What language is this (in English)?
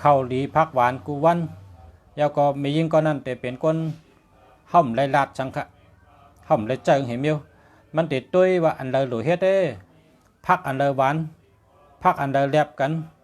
Shan